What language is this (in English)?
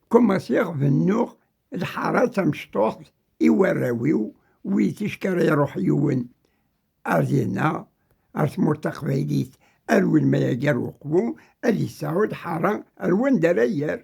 Kabyle